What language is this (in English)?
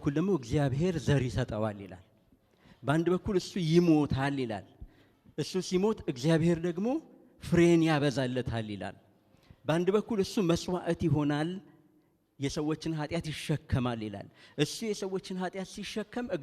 Amharic